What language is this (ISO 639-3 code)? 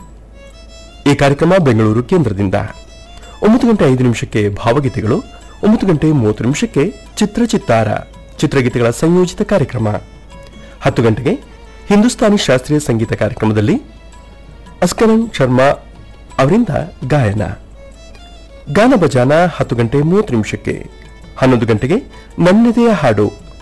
kan